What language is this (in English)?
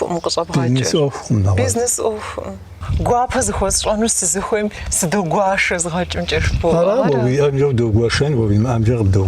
Kabardian